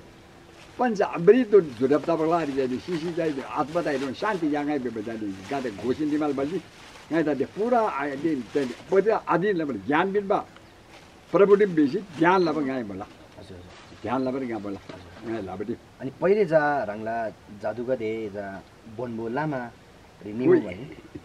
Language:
Eastern Tamang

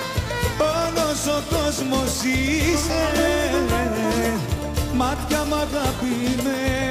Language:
Greek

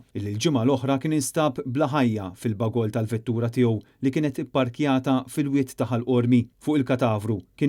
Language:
Maltese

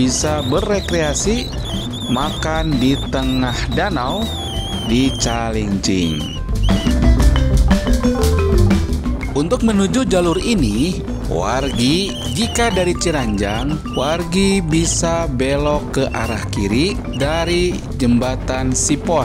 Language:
Indonesian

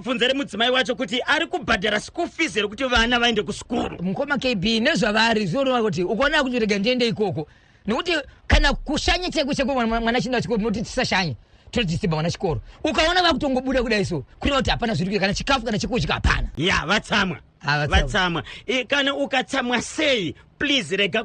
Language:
Shona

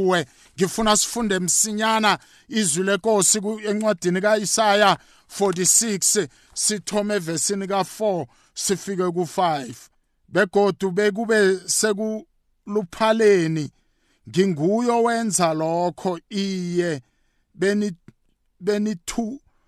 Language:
South Ndebele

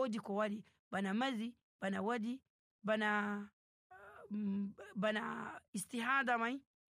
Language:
Nigerian Fulfulde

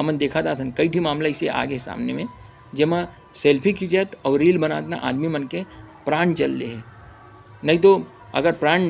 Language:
Chhattisgarhi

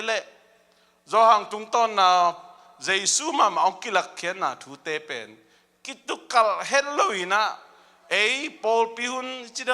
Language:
Tedim Chin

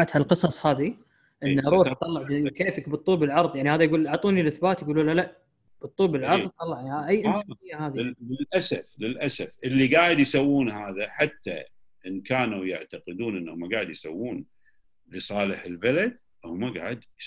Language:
Gulf Arabic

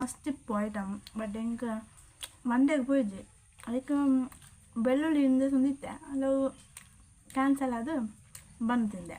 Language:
Tulu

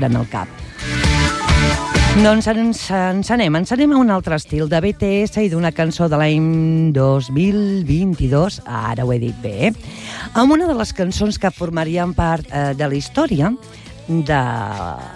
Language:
Catalan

